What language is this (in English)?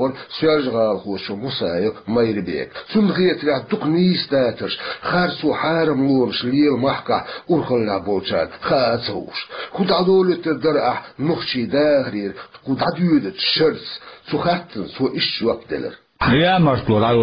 Chechen